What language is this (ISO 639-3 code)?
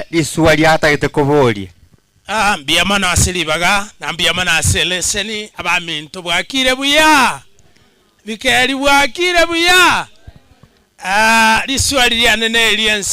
guz